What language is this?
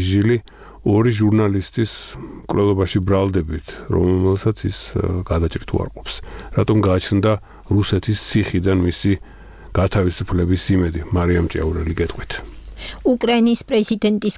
Georgian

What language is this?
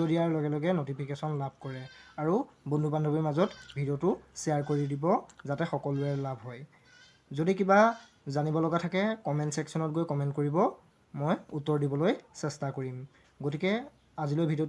Assamese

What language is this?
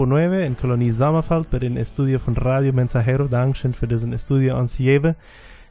Plautdietsch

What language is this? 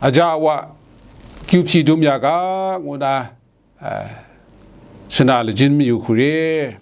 Kachin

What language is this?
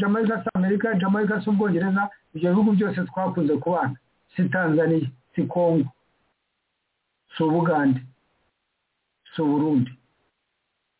Kinyarwanda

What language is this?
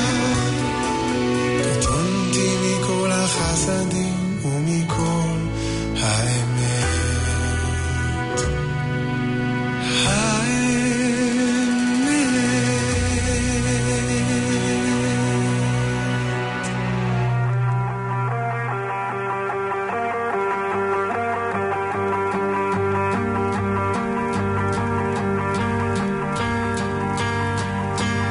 Hebrew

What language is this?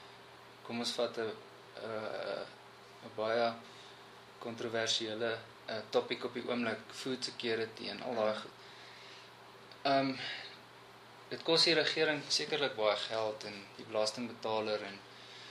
Afrikaans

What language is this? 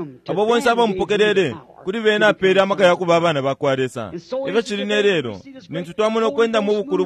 Bemba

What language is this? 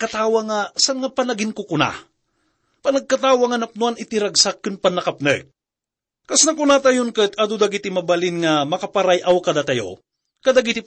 Iloko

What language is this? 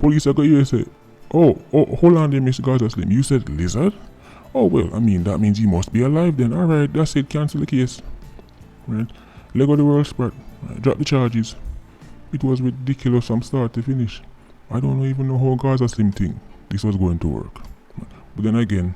Jamaican Creole English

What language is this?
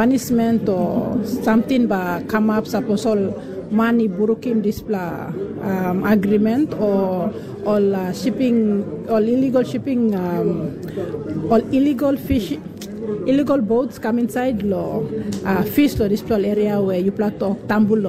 Tok Pisin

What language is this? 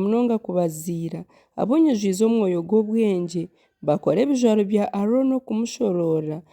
Nyankole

